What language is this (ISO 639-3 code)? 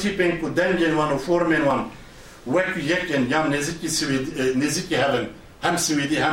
kur